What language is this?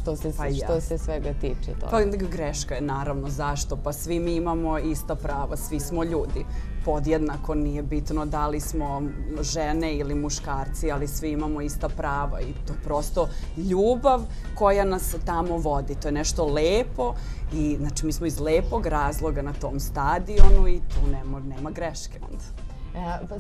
Serbian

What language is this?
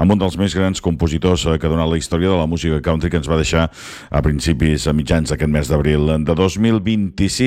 Catalan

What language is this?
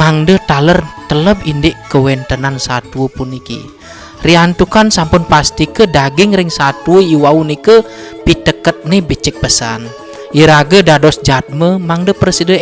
Balinese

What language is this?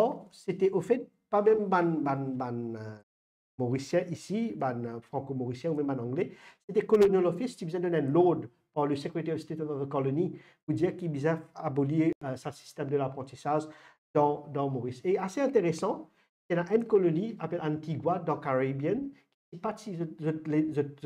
Morisyen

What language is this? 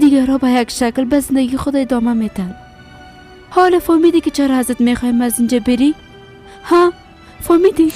Persian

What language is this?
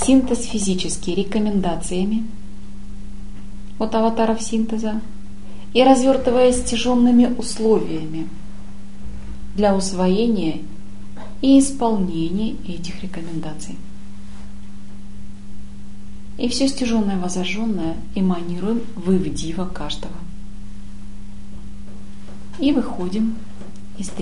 Russian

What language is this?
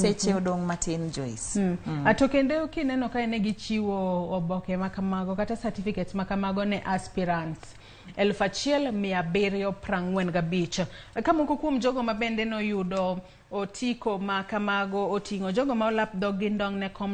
Luo (Kenya and Tanzania)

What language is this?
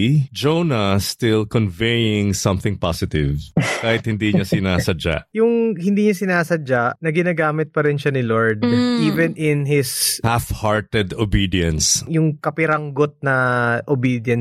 Filipino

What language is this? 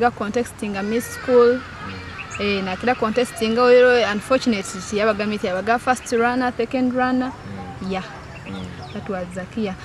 Nyoro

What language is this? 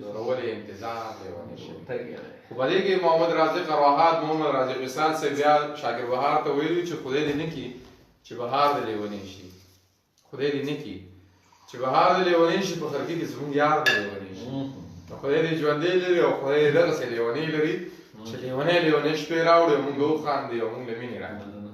Pashto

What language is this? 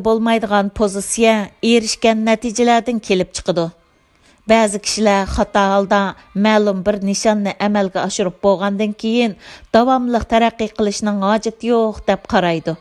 Uyghur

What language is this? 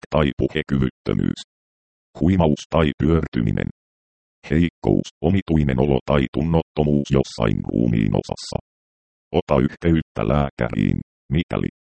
Finnish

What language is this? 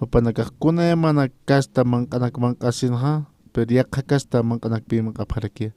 Aymara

